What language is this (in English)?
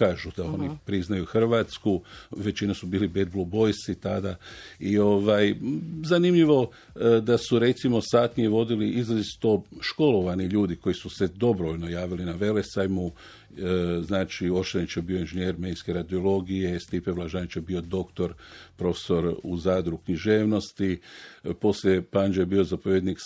Croatian